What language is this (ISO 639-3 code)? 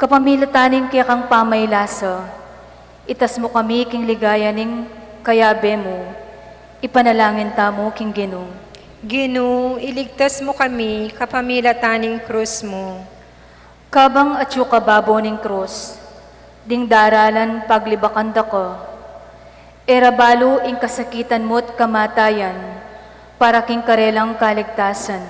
pam